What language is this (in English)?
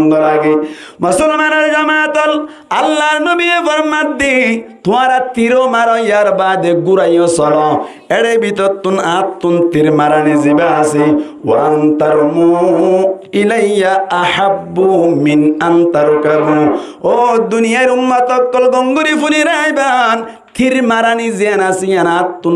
Rohingya